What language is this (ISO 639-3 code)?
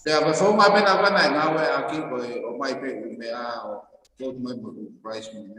ton